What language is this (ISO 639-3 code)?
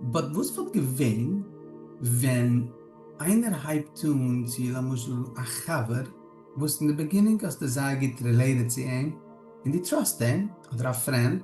yid